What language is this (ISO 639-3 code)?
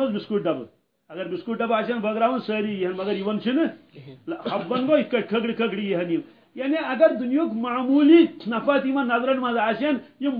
kas